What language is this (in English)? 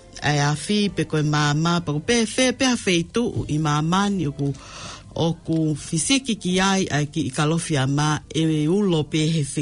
Tongan